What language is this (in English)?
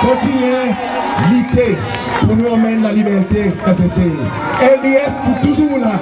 Seselwa Creole French